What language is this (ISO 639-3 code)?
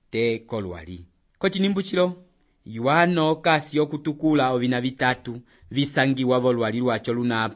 umb